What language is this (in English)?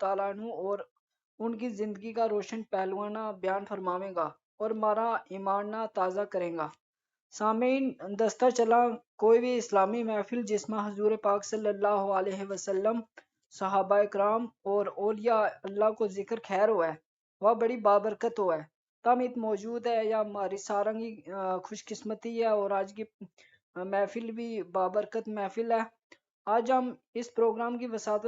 Gujari